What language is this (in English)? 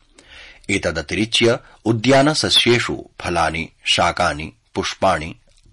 Sanskrit